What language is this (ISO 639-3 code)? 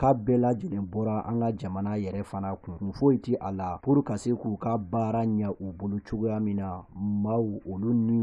bam